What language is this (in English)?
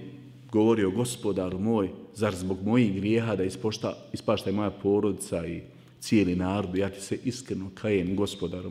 Bosnian